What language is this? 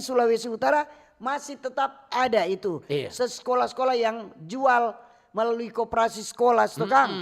Manado Malay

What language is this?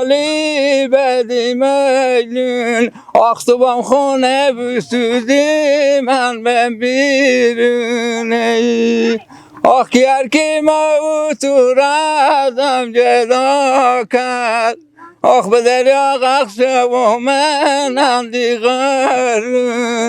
Persian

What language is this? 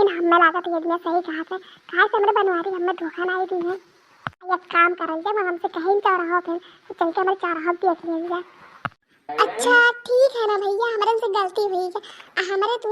Awadhi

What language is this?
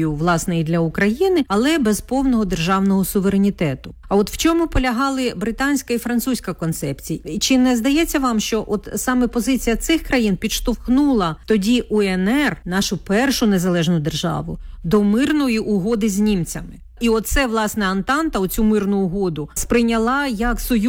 Ukrainian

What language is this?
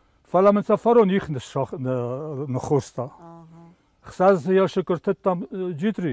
Ossetic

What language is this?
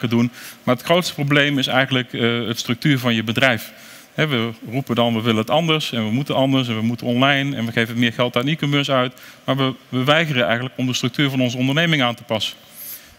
Dutch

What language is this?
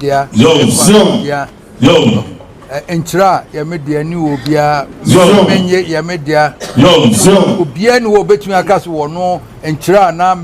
Akan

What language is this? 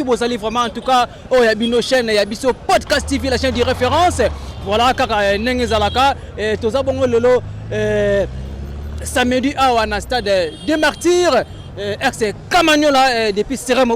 Lingala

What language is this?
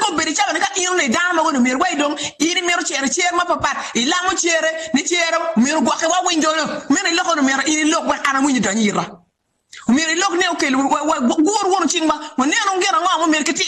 Acoli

